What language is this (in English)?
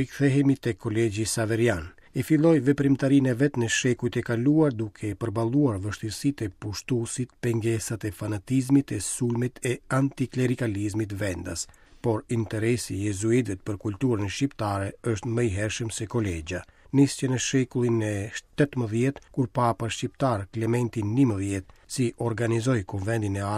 Albanian